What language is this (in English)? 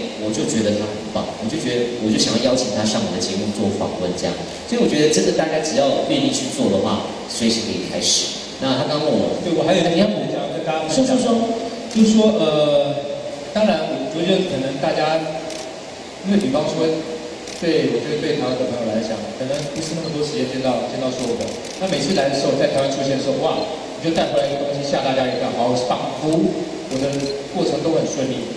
Chinese